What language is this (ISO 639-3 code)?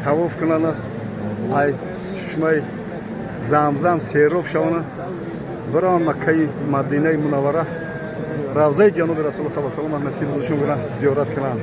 tgk